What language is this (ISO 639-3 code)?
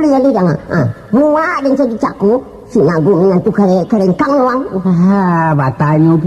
min